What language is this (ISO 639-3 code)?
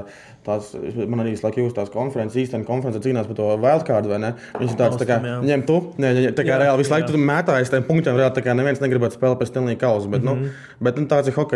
lav